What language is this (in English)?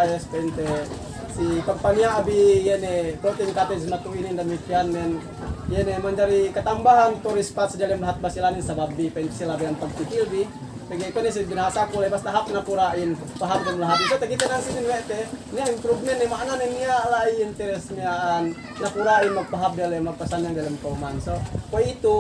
Yakan